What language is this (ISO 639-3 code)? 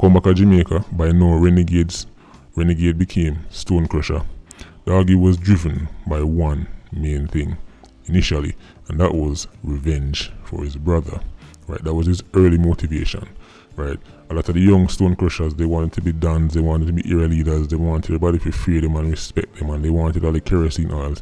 jam